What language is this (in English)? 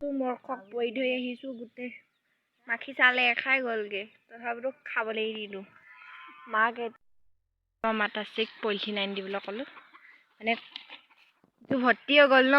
Assamese